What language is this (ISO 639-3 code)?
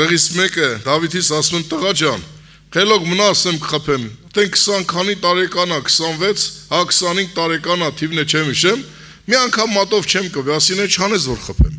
hye